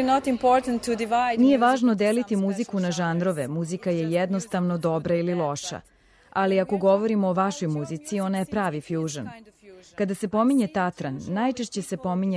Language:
Serbian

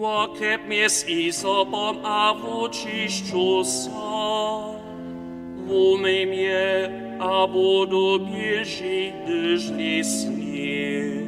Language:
Upper Sorbian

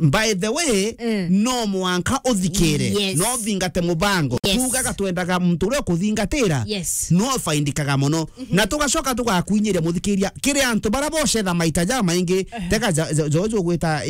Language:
Meru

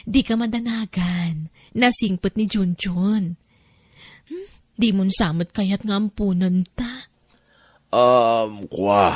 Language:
Iloko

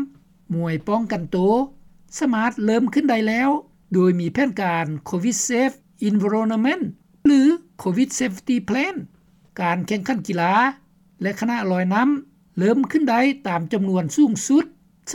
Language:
Lao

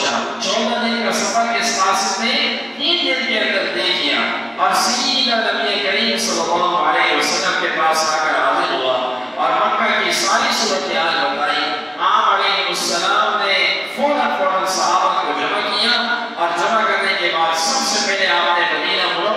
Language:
Urdu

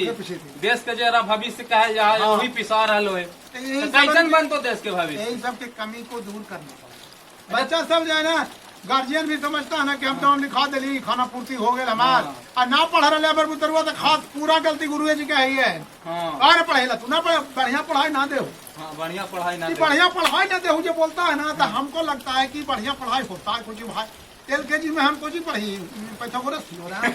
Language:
Magahi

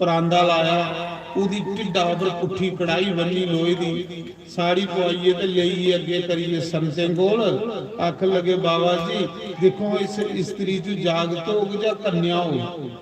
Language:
Dogri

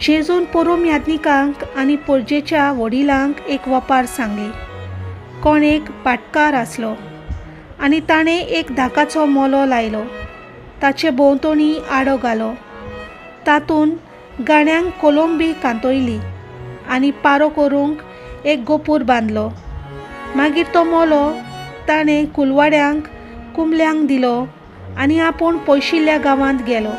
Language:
Konkani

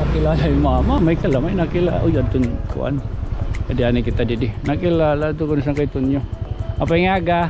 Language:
Waray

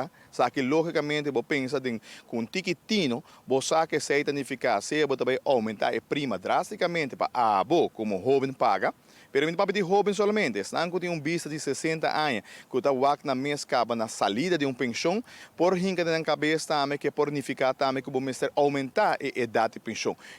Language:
Papiamento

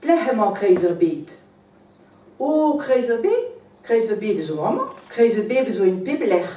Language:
Breton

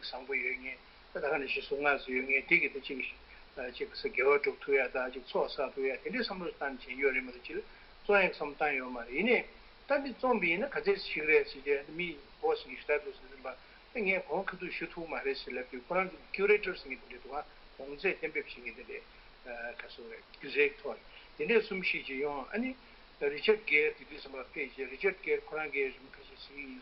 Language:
Tibetan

